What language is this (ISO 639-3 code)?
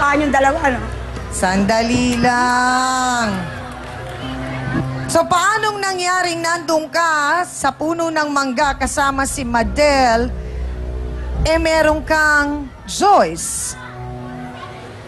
fil